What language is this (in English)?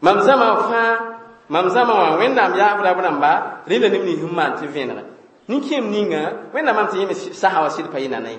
Mossi